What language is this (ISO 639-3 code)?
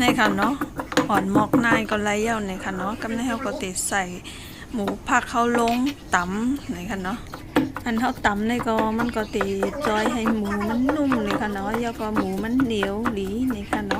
shn